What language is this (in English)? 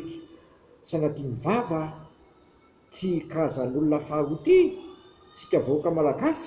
Malagasy